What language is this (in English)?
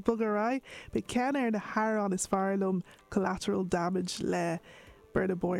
Irish